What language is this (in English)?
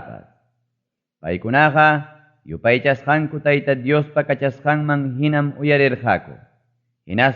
Ayacucho Quechua